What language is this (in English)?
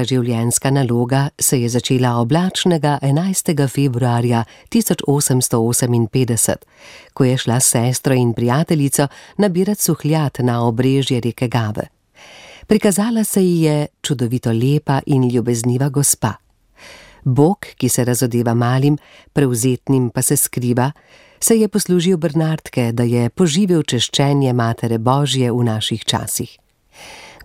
Slovenian